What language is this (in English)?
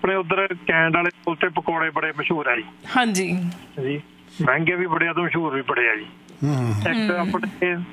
Punjabi